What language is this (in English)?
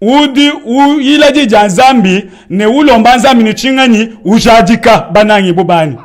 Luba-Lulua